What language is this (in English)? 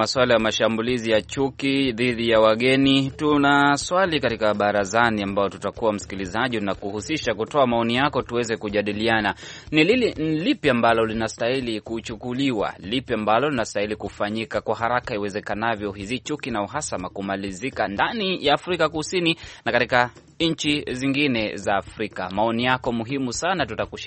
Swahili